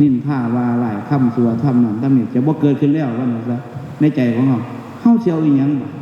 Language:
Northeastern Thai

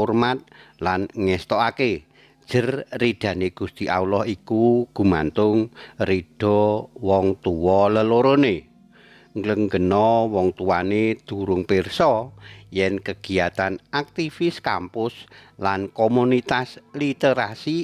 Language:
Javanese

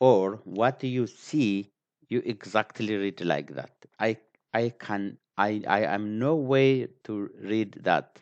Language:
English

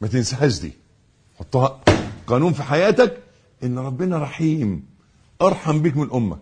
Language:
Egyptian Arabic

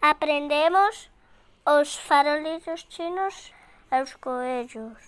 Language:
Galician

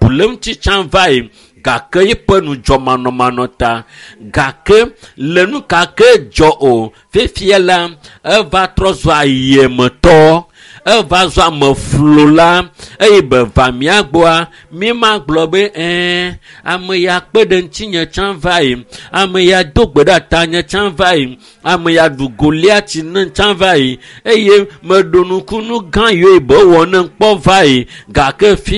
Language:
Ewe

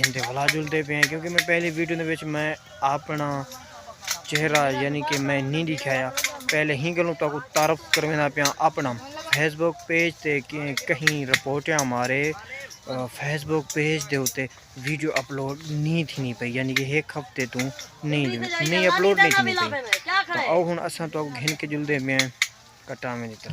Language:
Saraiki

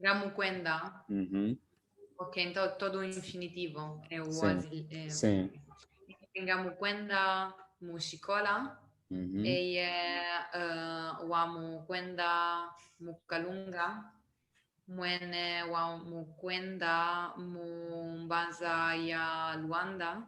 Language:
Kimbundu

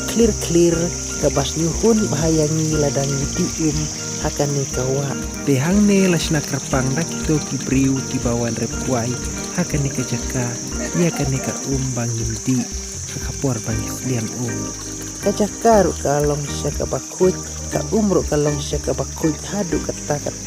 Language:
Khasi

